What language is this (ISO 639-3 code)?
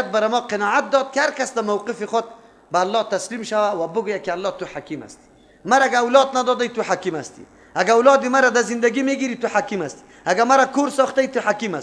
fas